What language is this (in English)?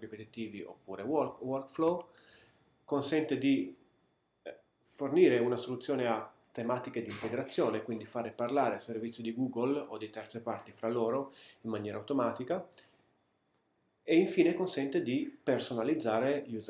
Italian